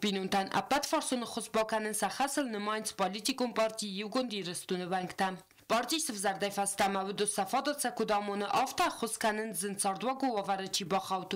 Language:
Ossetic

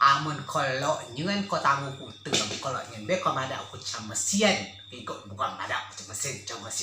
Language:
Rejang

